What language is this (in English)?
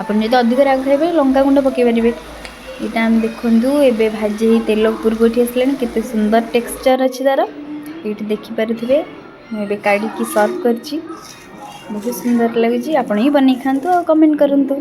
Odia